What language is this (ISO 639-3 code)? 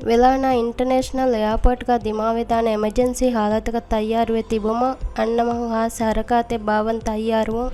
div